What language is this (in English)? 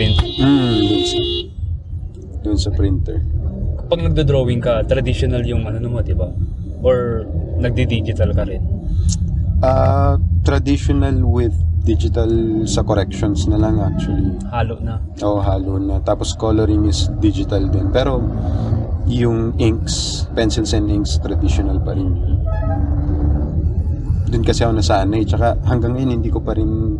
Filipino